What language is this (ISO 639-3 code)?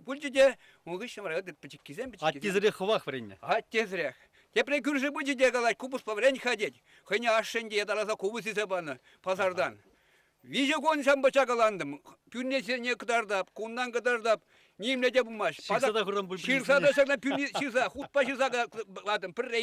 chv